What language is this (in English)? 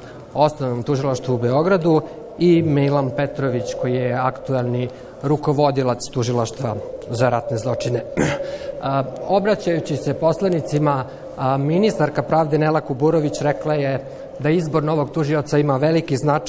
Serbian